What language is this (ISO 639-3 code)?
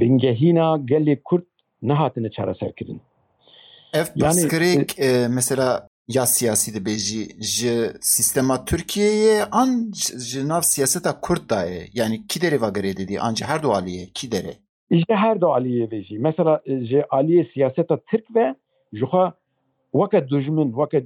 kur